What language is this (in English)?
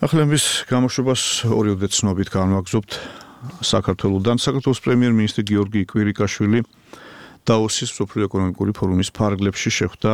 Georgian